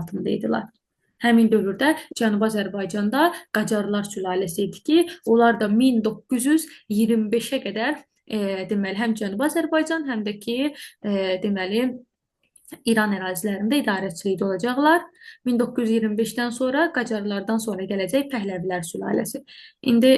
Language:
Azerbaijani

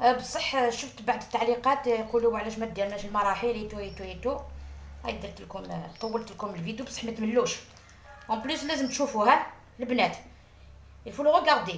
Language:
Algerian Arabic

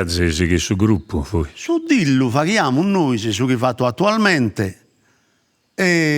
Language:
Sardinian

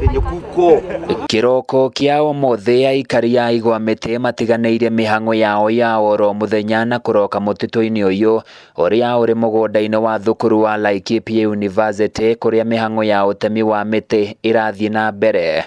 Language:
Kikuyu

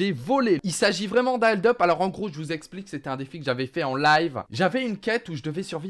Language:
French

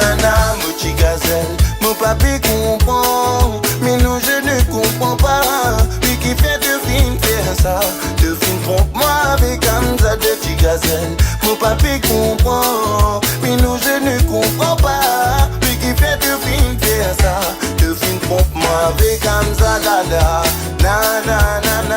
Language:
Réunion Creole French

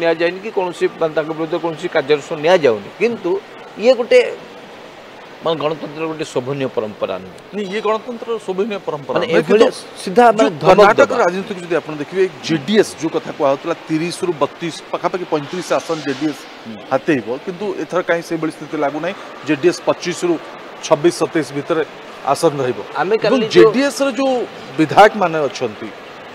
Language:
Odia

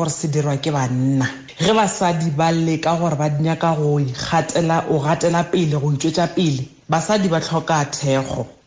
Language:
Tswana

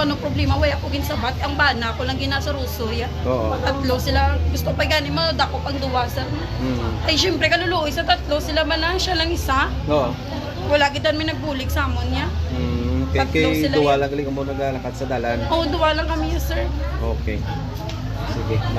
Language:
Hiligaynon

